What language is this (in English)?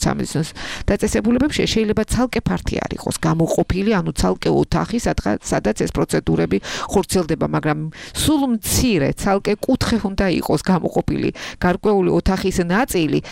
Georgian